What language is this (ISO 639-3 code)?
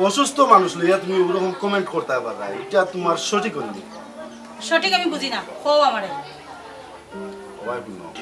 syl